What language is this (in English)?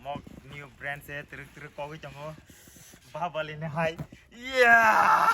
Kok Borok